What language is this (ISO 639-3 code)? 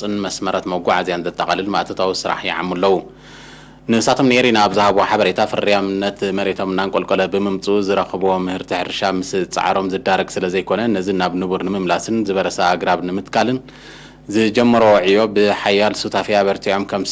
tir